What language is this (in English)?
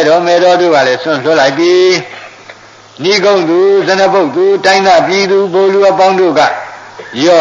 Burmese